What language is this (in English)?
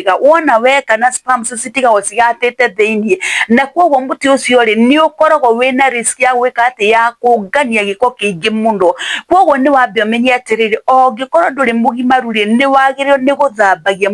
Kikuyu